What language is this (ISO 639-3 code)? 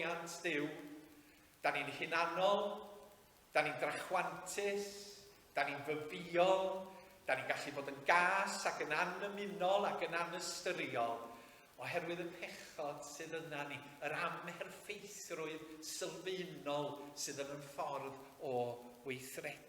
cym